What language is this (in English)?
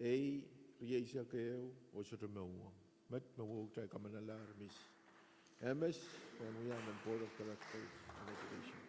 Pohnpeian